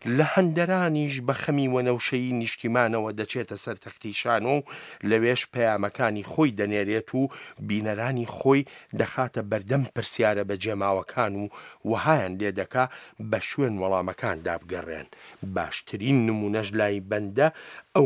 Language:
Central Kurdish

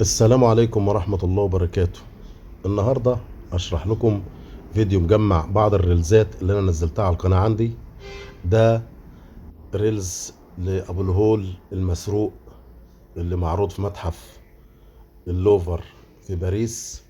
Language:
Egyptian Arabic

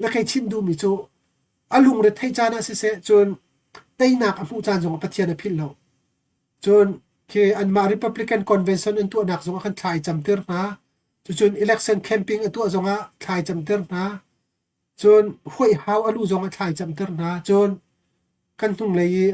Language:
Hakha Chin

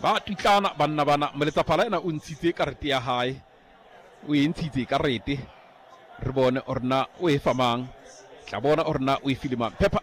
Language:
Southern Sotho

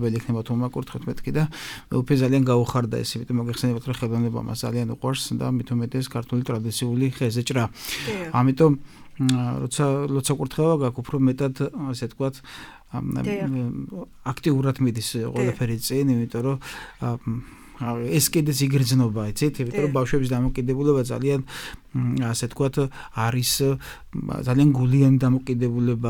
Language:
Georgian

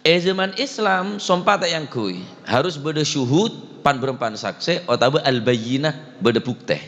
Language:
Madurese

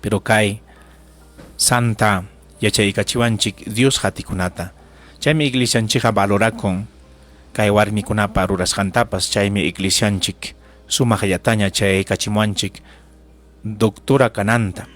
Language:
Ayacucho Quechua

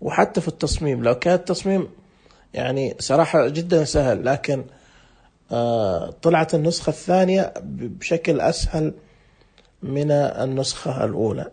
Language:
Najdi Arabic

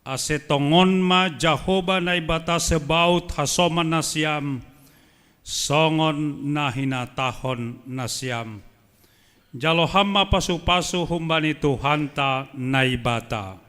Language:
Batak Simalungun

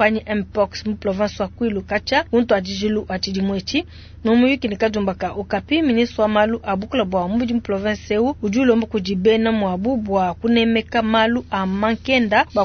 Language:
Luba-Lulua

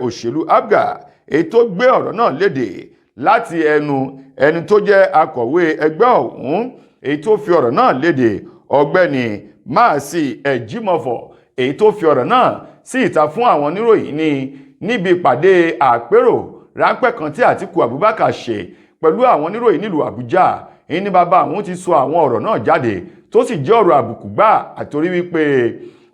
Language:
Yoruba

